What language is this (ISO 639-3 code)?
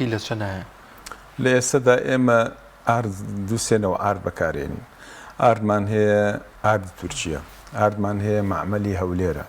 ckb